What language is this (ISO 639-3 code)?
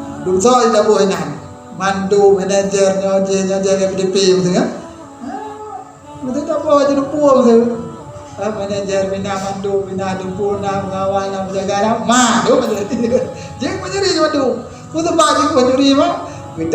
ace